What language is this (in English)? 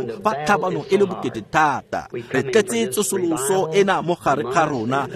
Tswana